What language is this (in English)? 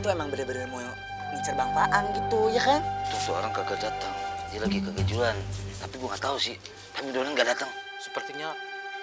Betawi